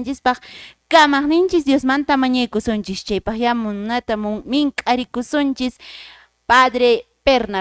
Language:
Quechua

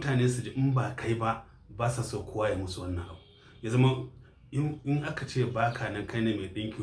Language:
Hausa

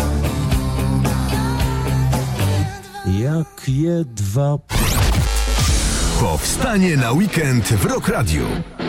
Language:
Polish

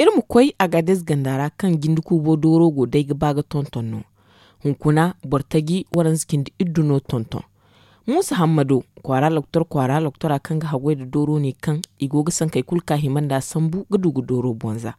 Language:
Zarma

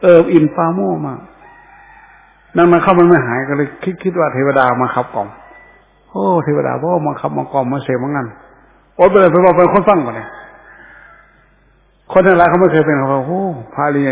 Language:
Thai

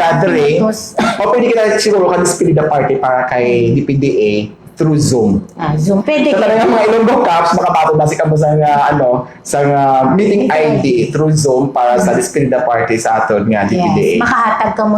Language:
Hiligaynon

